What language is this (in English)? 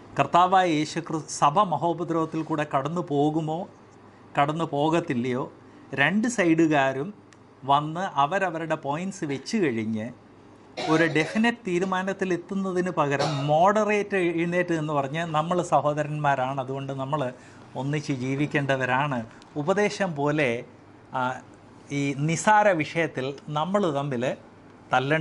Malayalam